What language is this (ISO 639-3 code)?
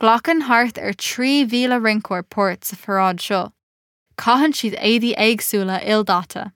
gle